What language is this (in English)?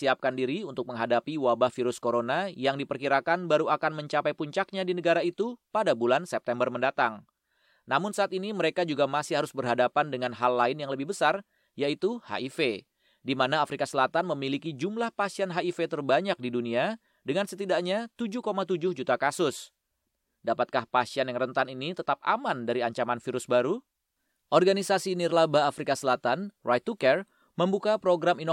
Indonesian